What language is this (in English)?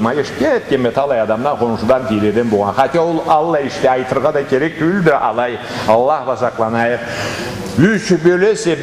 Karachay-Balkar